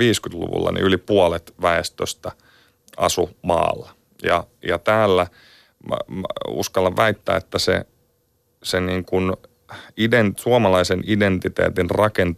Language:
Finnish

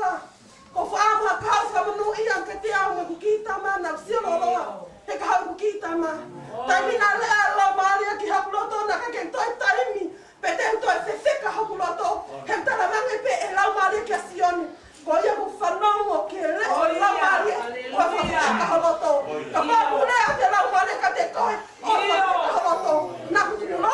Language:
Tongan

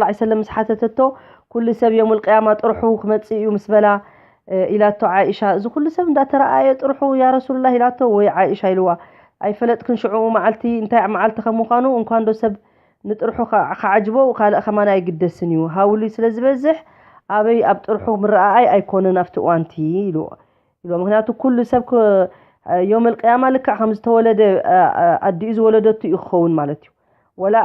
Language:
Tigrinya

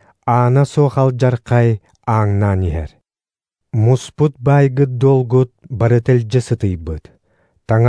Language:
Yakut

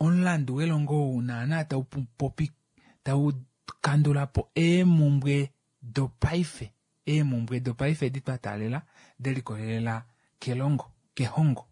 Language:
Kuanyama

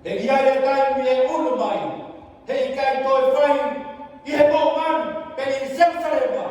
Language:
Tongan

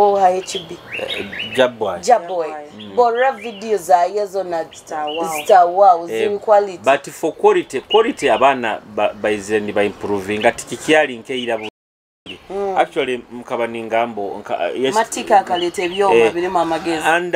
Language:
Nyoro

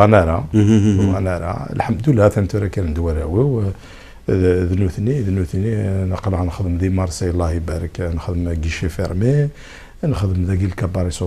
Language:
Kabyle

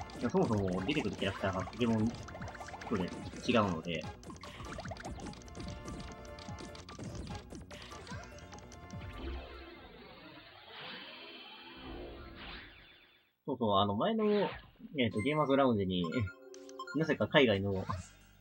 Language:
Japanese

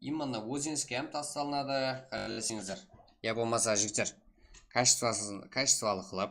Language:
Kara-Kalpak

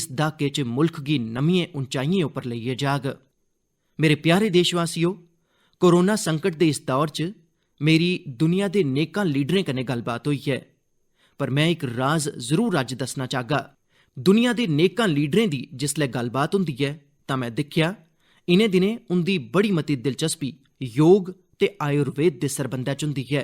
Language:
Dogri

